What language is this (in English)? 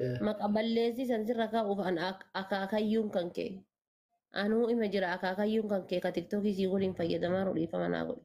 Oromo